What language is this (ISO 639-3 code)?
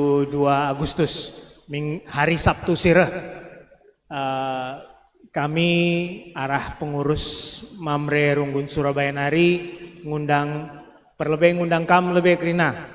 btx